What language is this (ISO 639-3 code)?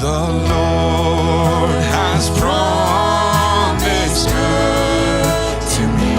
pdt